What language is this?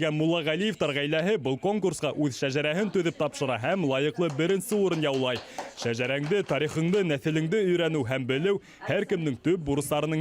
Bashkir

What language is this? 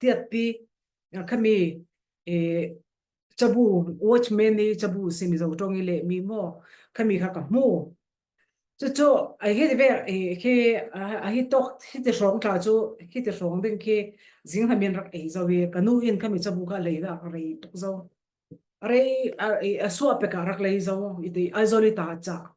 Falam Chin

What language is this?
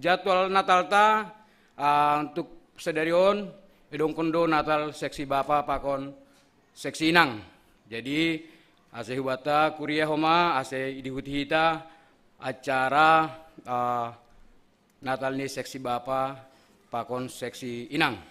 Batak Simalungun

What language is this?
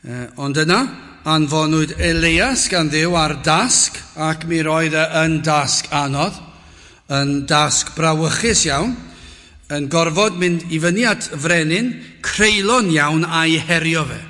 Welsh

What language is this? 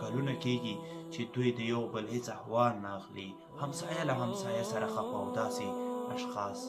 Pashto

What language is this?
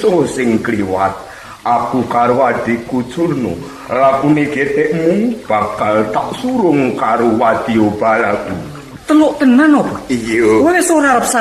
Javanese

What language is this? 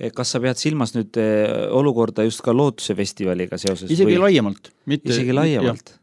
Estonian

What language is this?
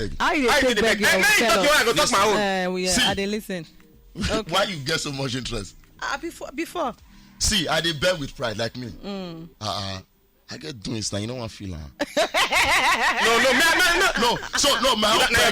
Nigerian Pidgin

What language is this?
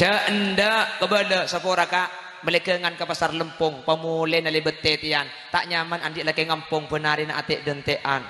Madurese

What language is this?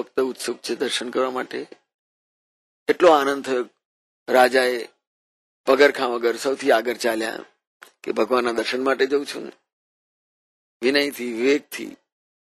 Gujarati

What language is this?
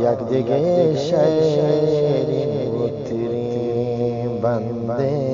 Eastern Balochi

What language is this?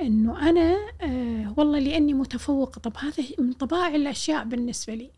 Gulf Arabic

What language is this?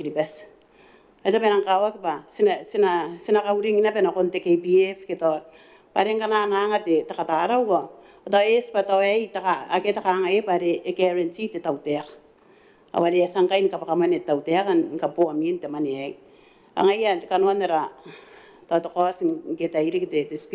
Gilbertese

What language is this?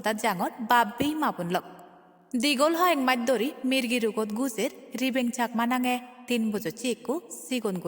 Chakma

